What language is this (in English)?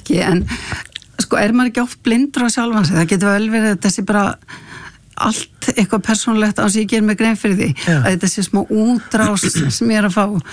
Icelandic